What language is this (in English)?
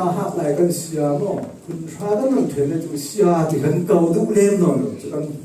Falam Chin